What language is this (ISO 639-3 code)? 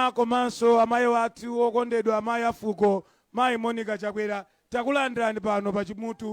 nya